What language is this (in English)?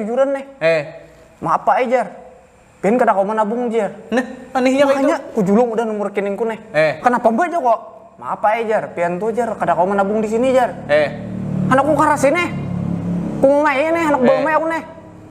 Banjar